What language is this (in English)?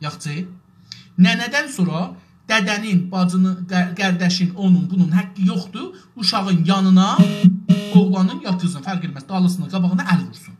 South Azerbaijani